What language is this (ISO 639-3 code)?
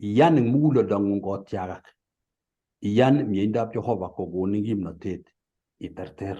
kln